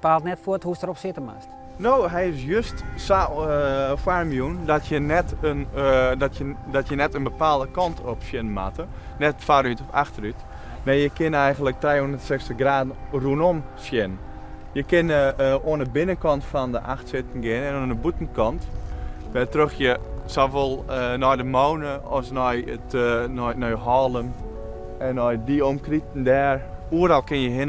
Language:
Western Frisian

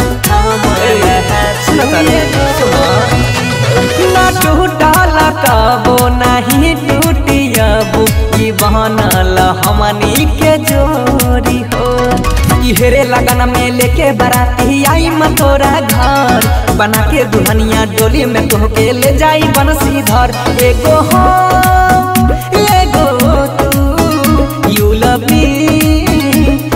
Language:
Bhojpuri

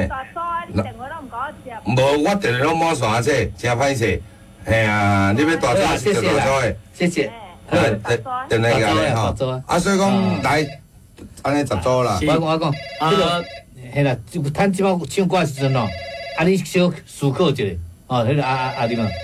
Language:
Min Nan Chinese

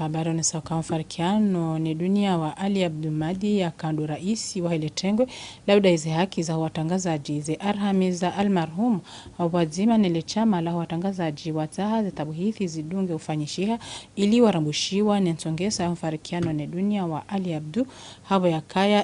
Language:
Ngazidja Comorian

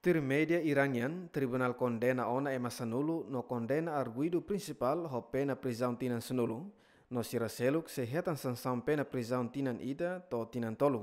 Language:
Tetum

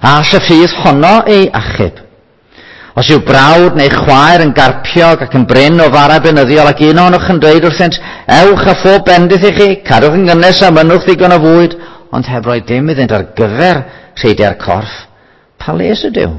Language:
Welsh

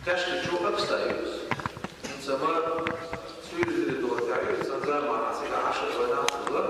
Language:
Chechen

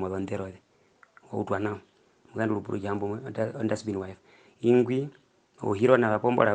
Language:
Herero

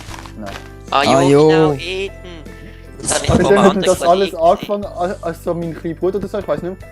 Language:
Swiss German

